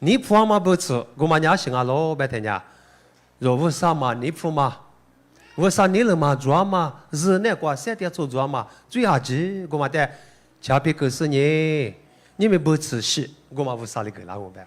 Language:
Lisu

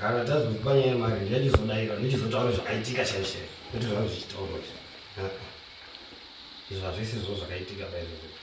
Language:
Shona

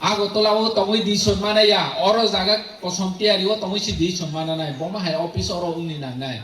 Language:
Kok Borok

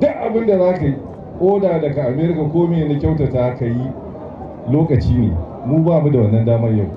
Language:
Hausa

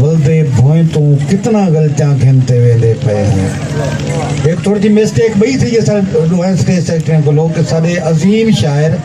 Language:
Saraiki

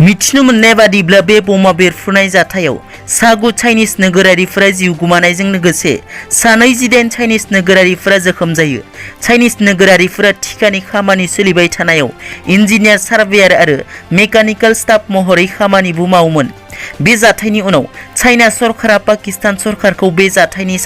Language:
Bodo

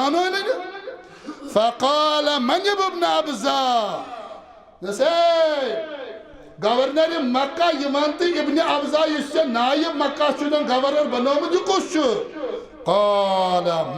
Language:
Kashmiri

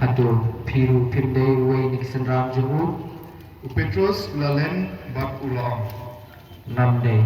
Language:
Khasi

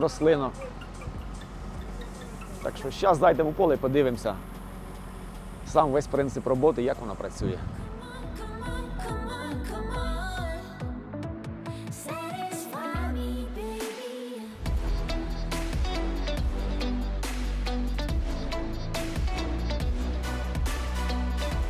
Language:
Ukrainian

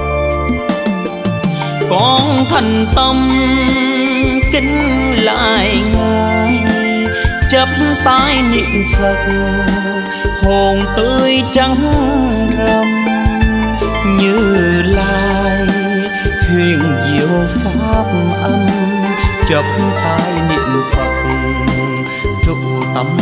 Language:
Vietnamese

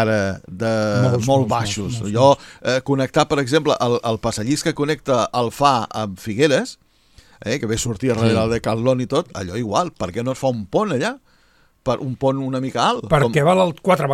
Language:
Catalan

